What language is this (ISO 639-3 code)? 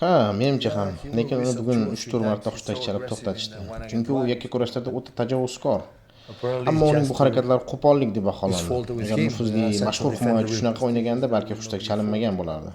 uzb